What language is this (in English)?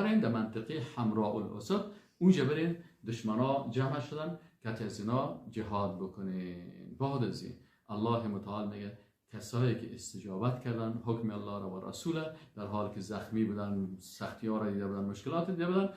Persian